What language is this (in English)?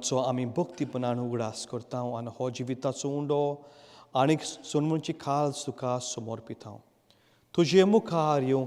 Konkani